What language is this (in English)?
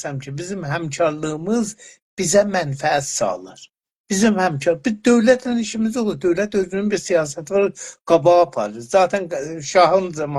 South Azerbaijani